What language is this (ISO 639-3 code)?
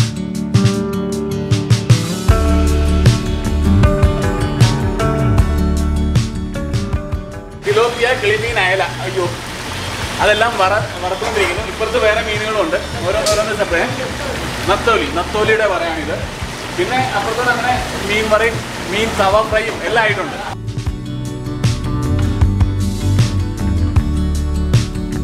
mal